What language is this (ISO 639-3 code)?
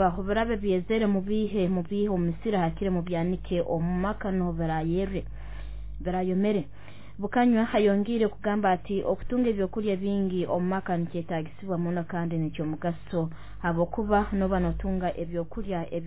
nyo